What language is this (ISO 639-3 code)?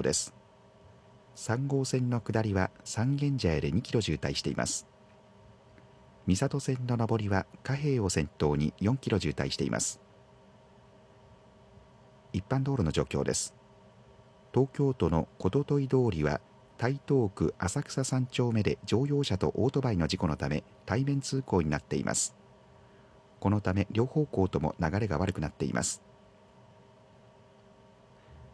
jpn